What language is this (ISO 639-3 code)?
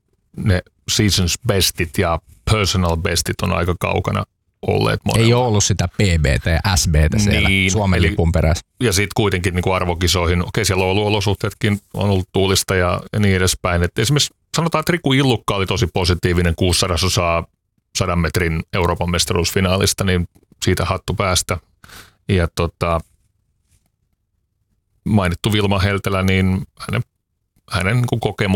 fin